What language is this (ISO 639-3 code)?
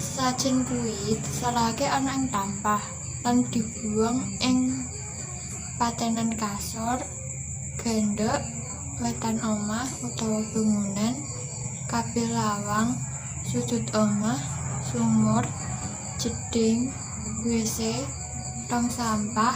jav